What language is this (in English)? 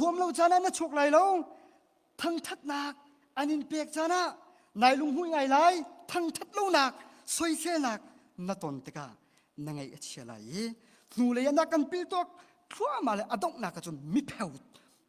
Hakha Chin